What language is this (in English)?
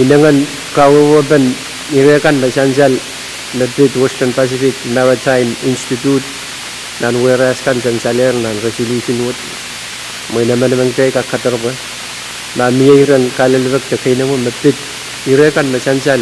Pohnpeian